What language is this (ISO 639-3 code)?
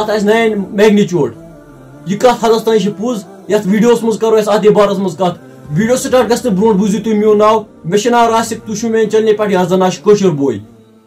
kas